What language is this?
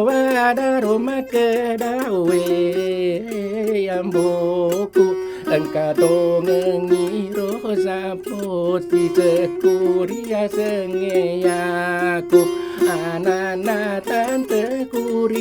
Buginese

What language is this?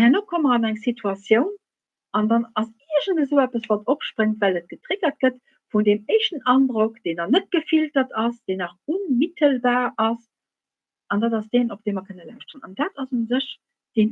Luxembourgish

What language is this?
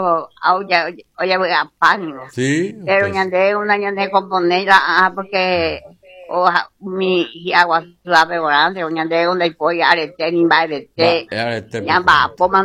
Guarani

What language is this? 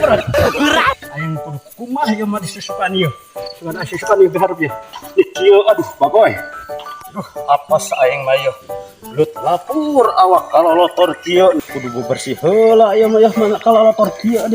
Sundanese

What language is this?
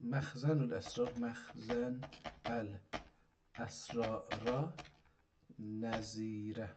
South Azerbaijani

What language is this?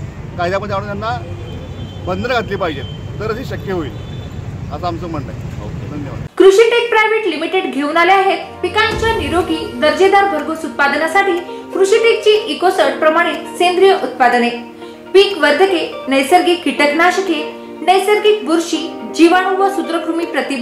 Marathi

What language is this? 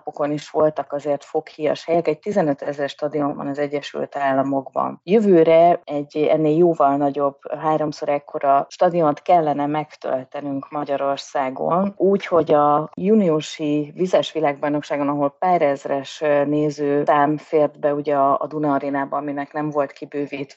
Hungarian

